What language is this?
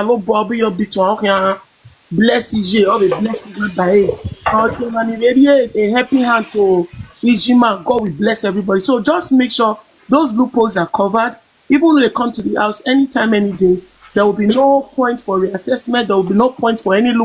Nigerian Pidgin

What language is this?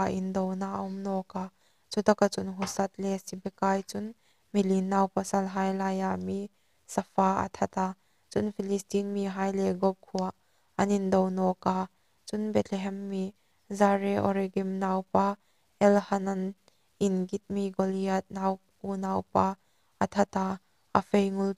Hmar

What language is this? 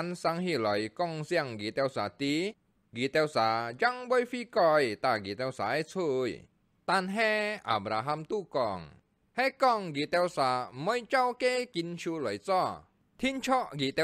Hakka Chinese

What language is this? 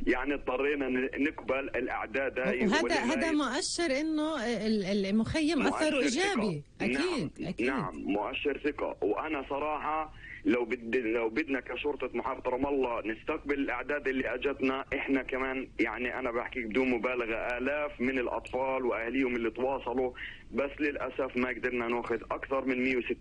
North Levantine Arabic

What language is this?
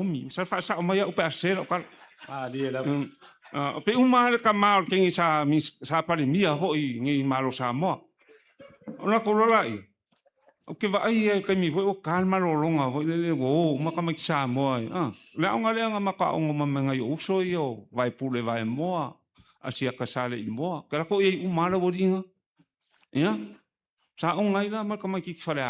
Samoan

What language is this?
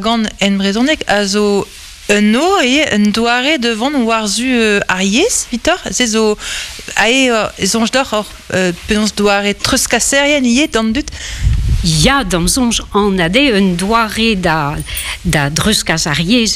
Breton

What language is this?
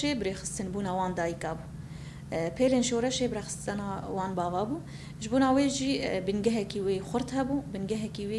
Kurdish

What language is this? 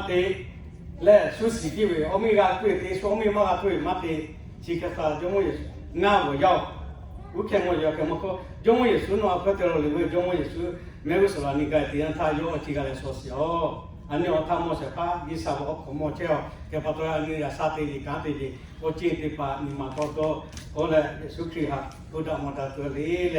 Lahu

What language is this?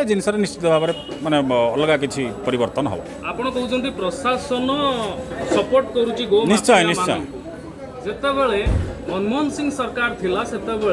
Odia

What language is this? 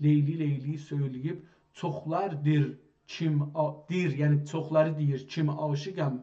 South Azerbaijani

